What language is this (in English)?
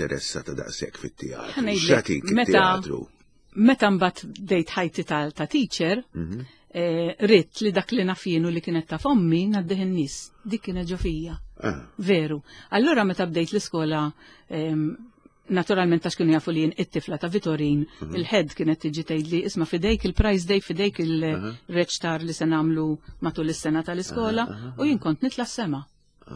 Maltese